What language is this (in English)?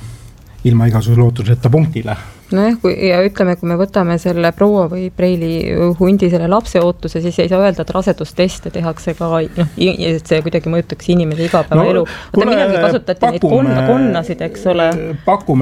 Estonian